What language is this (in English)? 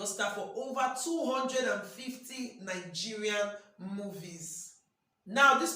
Nigerian Pidgin